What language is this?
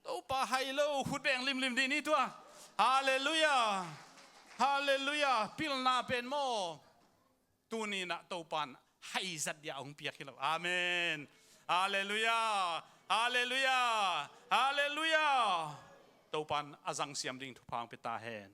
Tedim Chin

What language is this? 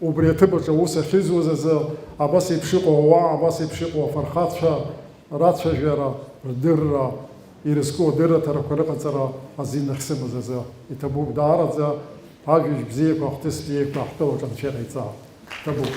Abkhazian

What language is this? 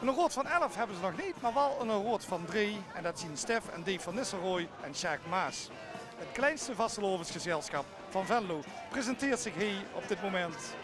Limburgish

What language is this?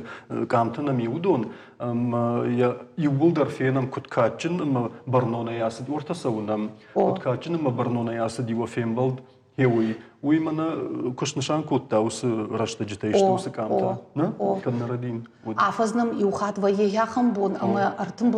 Ossetic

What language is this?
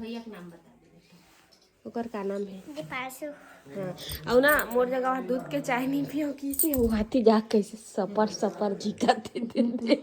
Chhattisgarhi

